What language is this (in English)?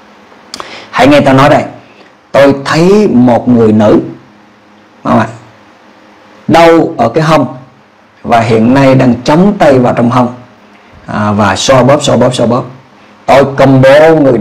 Vietnamese